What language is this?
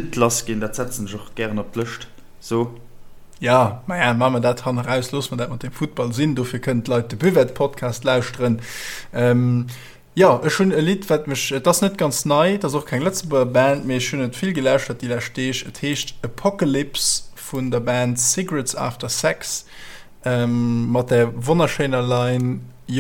Luxembourgish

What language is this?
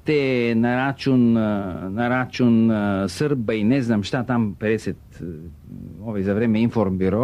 Serbian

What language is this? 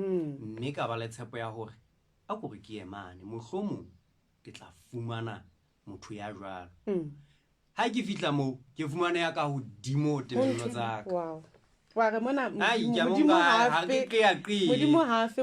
Southern Sotho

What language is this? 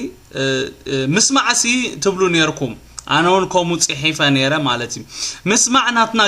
Tigrinya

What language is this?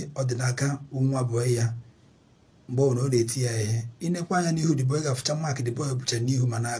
Igbo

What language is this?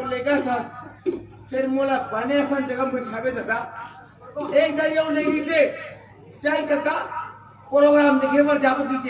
Chhattisgarhi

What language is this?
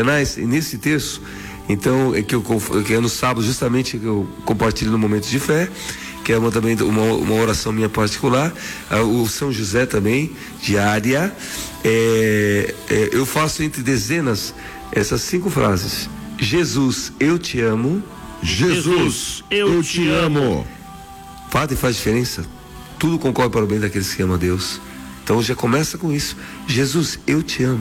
Portuguese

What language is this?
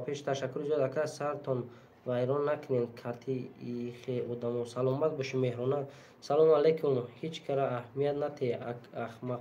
Tajik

